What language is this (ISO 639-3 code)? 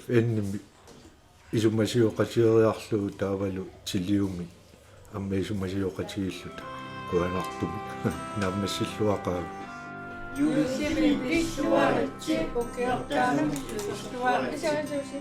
kal